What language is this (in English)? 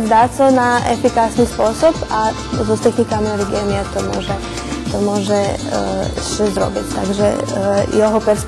Rusyn